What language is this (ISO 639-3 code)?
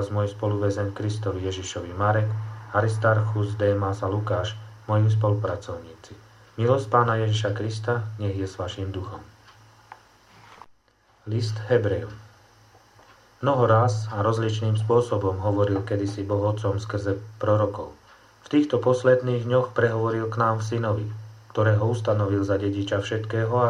slk